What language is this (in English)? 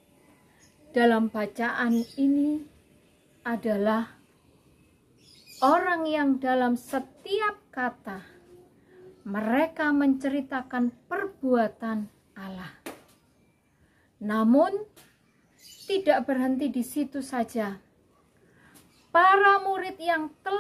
Indonesian